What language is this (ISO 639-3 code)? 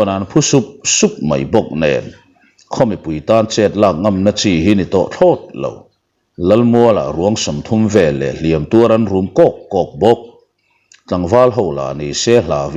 lus